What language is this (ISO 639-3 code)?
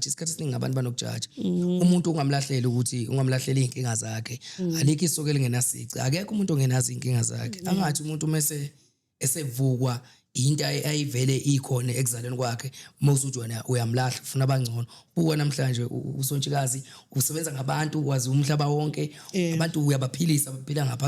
zul